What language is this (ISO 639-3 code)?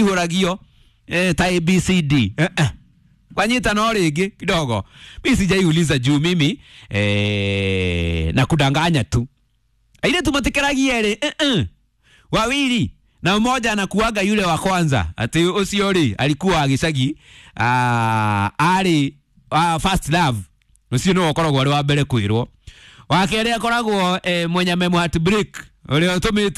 kik